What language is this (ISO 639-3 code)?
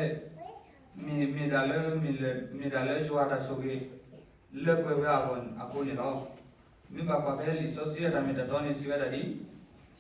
ksw